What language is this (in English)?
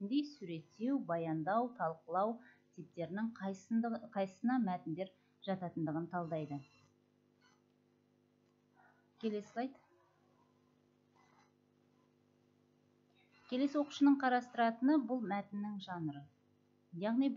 Kazakh